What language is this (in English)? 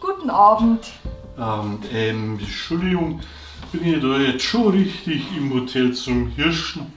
Bavarian